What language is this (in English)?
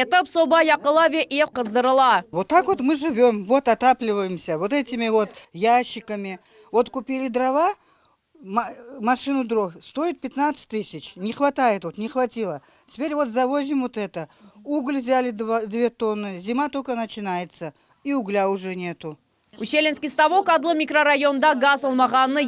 Crimean Tatar